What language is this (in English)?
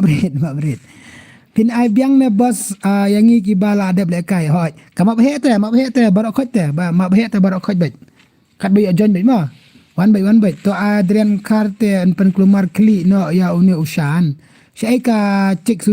Khasi